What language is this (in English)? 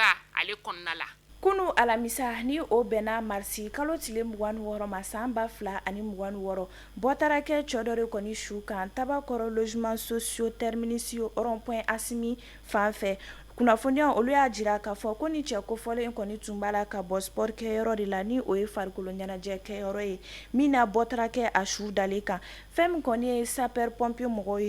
Bambara